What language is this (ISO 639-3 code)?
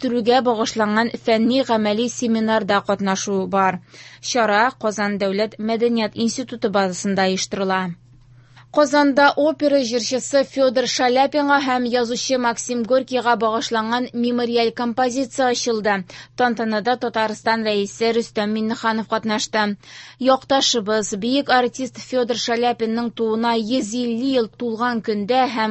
tat